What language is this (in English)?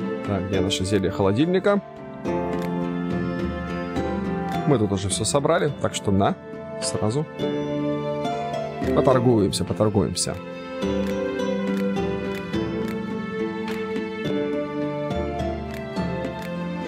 Russian